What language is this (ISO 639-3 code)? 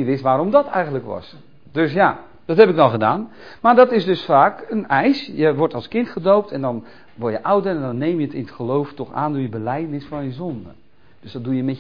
nld